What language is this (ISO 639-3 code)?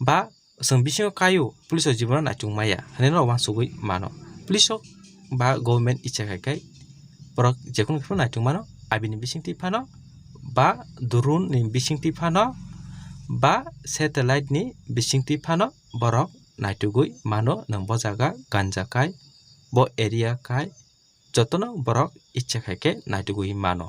trp